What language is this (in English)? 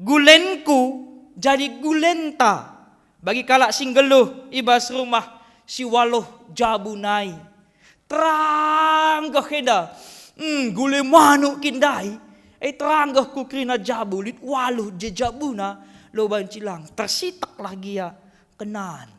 Batak Karo